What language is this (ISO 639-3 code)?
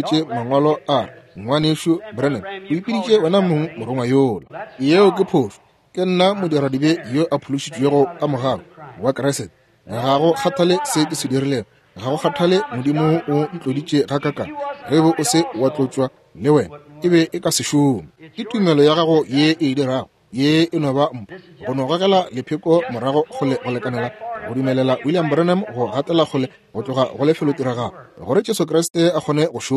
nso